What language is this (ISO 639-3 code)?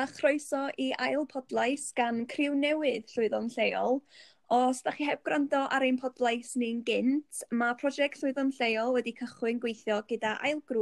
cym